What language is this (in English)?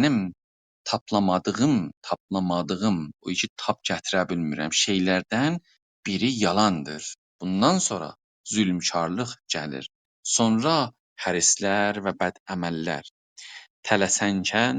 South Azerbaijani